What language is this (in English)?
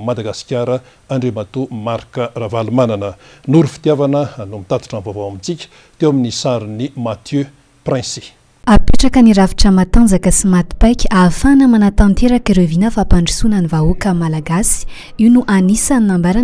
Malagasy